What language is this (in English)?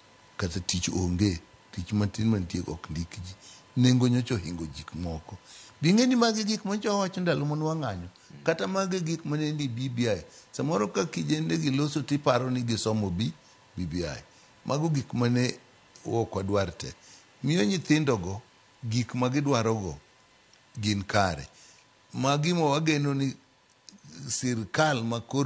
Luo (Kenya and Tanzania)